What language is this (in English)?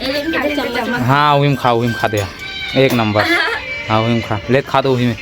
Chhattisgarhi